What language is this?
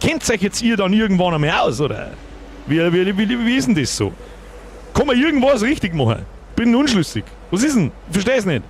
Bavarian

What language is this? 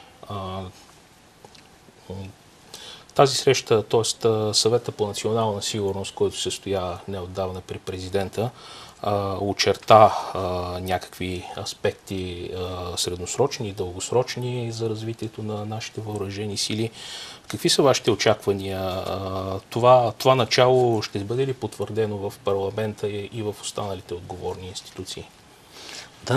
Bulgarian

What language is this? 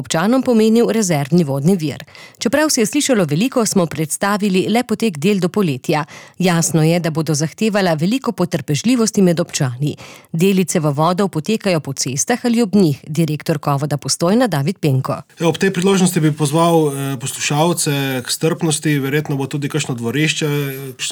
Slovenian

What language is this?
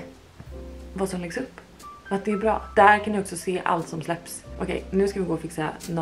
Swedish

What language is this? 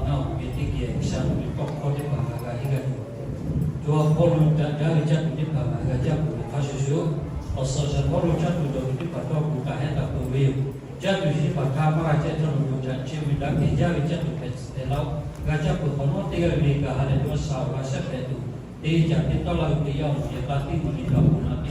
Lahu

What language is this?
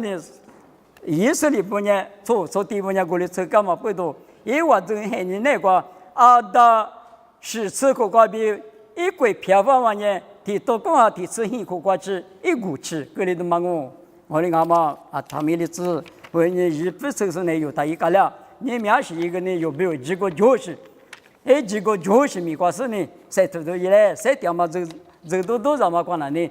Lisu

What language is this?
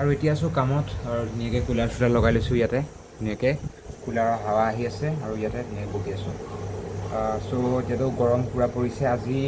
Assamese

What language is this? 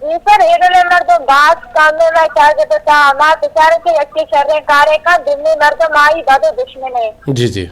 Eastern Balochi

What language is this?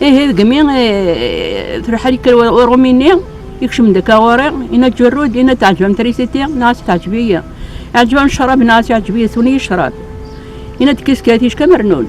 Kabyle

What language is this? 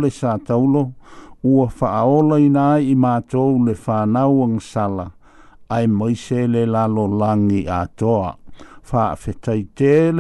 Samoan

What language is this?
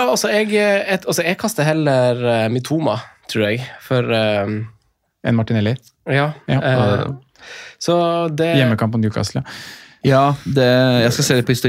Norwegian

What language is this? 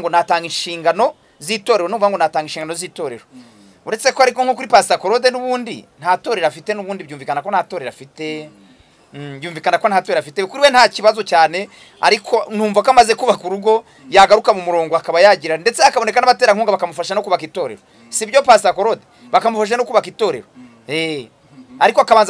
Kinyarwanda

